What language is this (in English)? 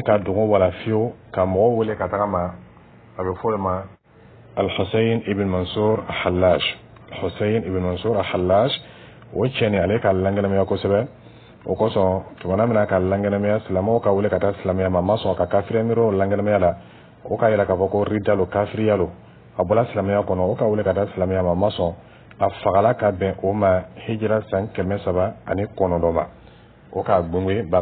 Dyula